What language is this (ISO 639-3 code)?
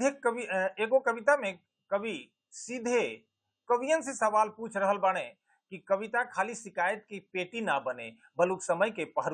bho